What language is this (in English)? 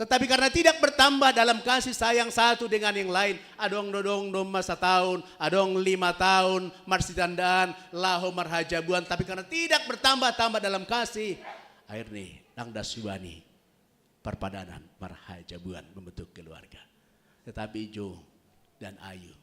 Batak Simalungun